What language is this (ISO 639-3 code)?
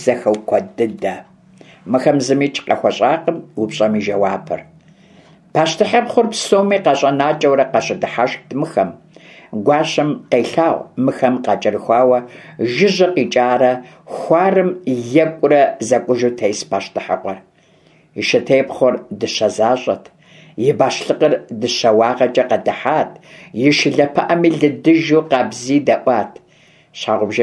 kbd